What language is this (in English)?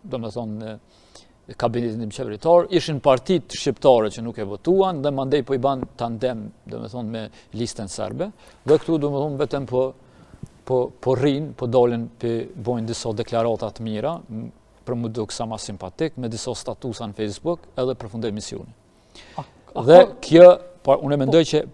Albanian